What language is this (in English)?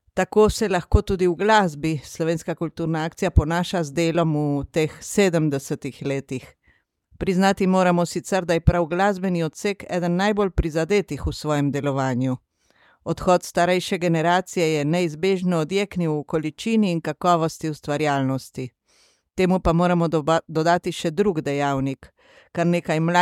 Slovenian